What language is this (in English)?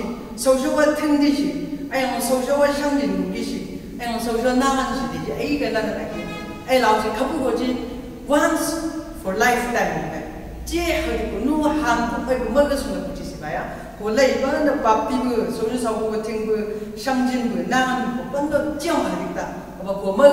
Chang Naga